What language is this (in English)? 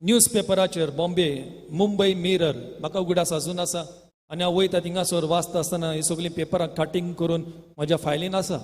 Konkani